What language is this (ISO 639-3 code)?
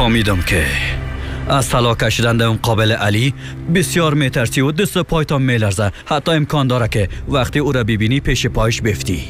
fas